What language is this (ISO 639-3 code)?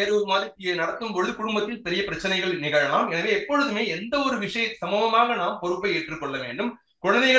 tam